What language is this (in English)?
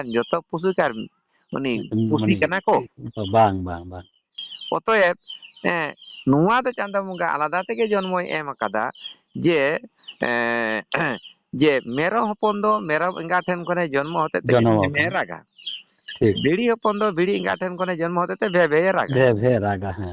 Santali